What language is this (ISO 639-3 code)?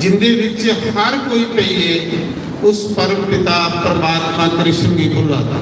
doi